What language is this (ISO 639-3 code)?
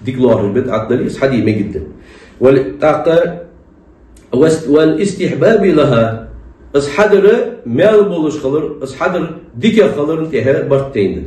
inh